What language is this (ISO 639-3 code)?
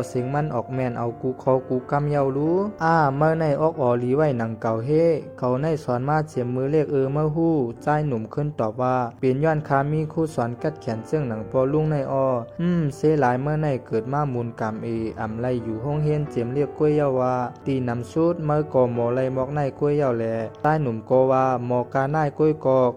shn